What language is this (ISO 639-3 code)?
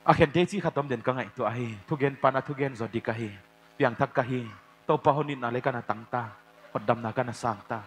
pck